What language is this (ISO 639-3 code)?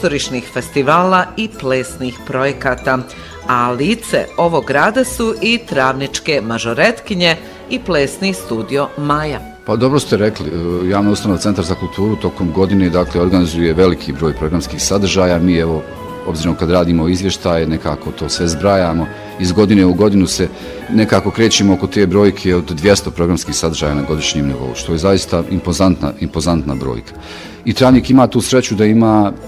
bos